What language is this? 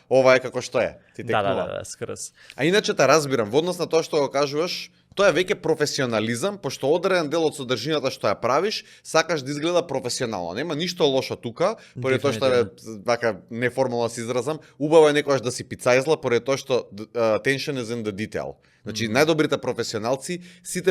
Macedonian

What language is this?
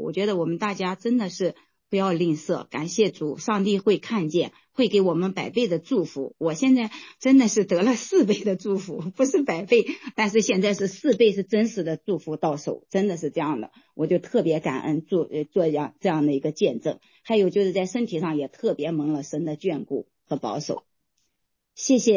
Chinese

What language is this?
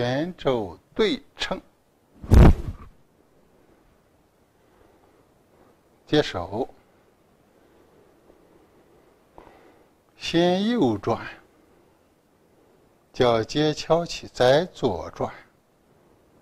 Chinese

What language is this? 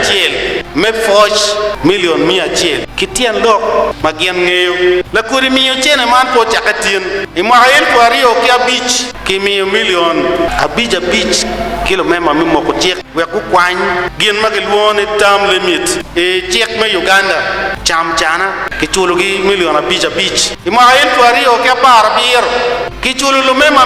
Acoli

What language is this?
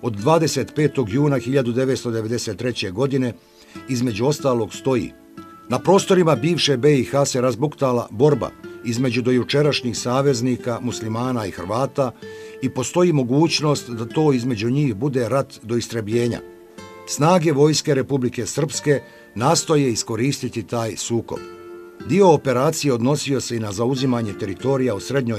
Bosnian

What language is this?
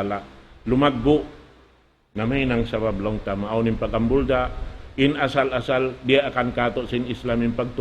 Tausug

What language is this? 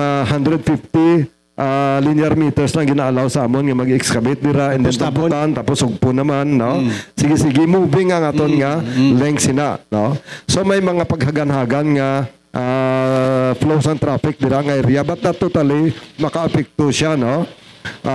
Hiligaynon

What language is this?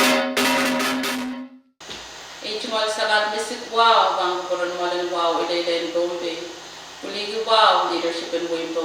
Pohnpeian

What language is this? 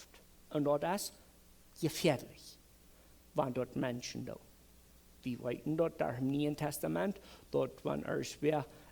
Plautdietsch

